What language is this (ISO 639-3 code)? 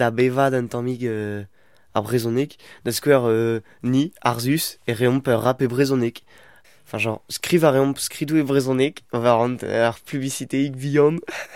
bre